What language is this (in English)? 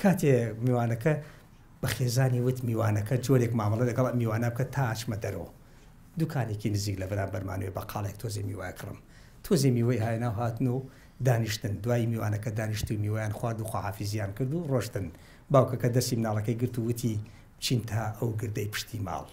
Central Kurdish